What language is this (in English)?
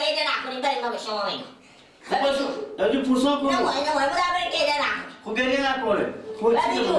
Persian